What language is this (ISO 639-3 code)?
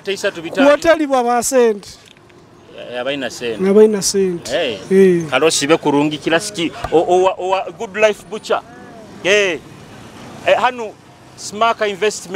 nyo